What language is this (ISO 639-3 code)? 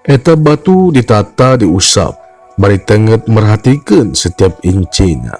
sun